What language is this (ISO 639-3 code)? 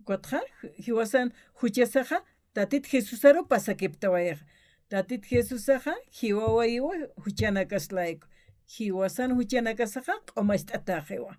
aym